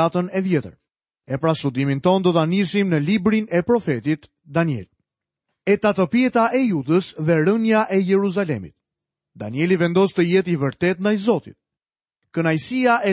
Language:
Albanian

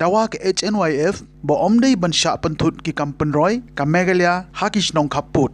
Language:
Khasi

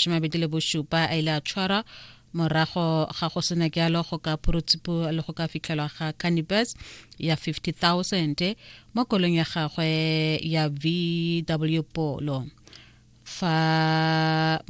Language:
Tswana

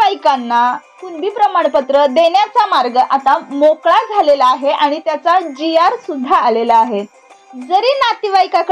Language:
Marathi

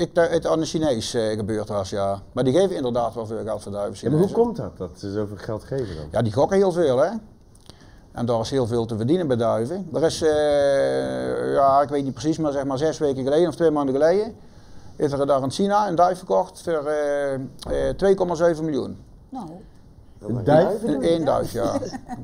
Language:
Dutch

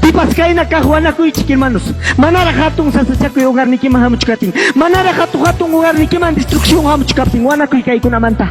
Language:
Ayacucho Quechua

